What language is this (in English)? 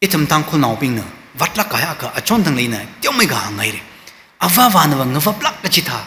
Tangkhul Naga (India)